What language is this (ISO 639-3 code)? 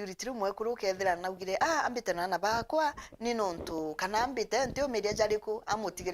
mer